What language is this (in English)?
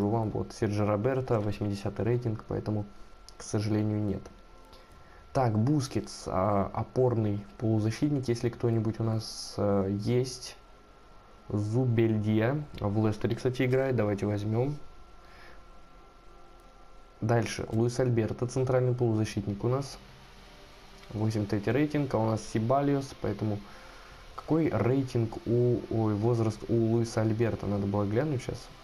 Russian